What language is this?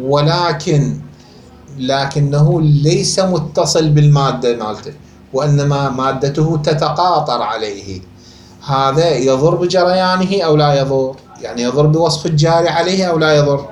Mesopotamian Arabic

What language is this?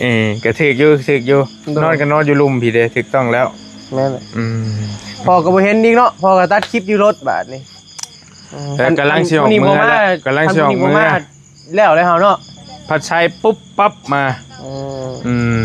Northeastern Thai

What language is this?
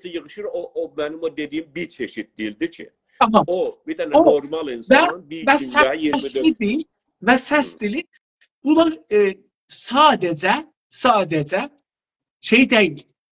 South Azerbaijani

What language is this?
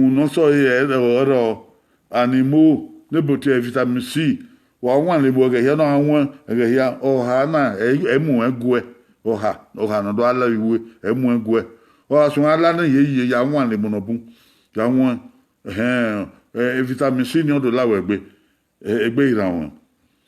Bini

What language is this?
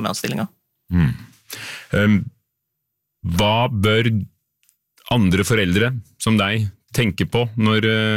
Norwegian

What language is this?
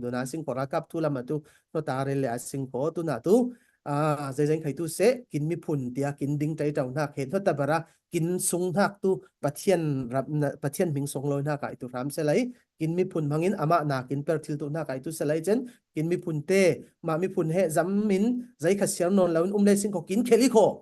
Falam Chin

